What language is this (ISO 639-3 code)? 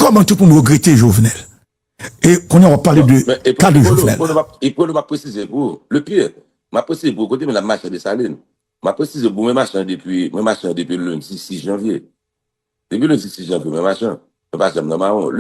hat